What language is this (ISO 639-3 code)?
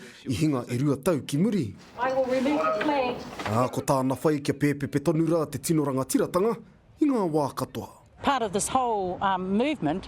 mri